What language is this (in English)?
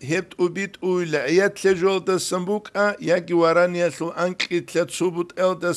Avaric